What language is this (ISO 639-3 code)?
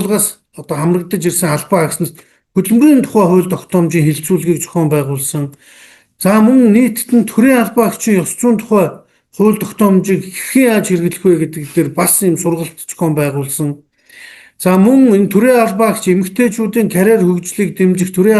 mon